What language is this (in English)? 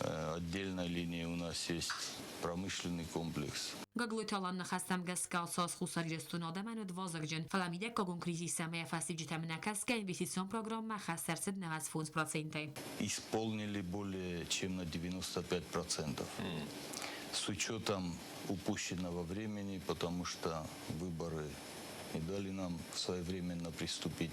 Ossetic